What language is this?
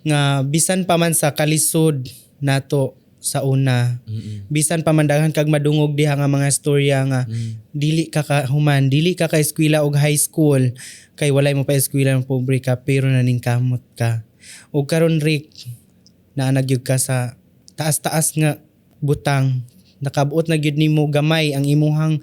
Cebuano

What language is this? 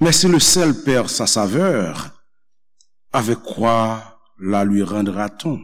Haitian Creole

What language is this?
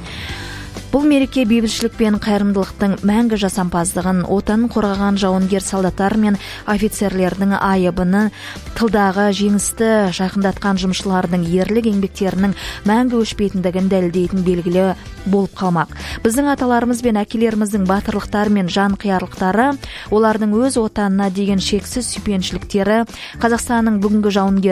Kazakh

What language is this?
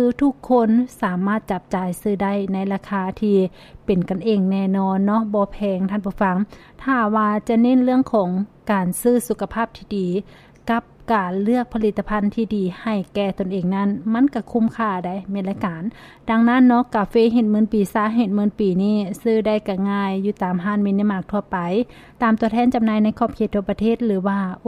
Lao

